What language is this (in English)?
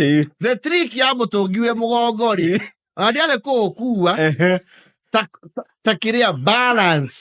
Kikuyu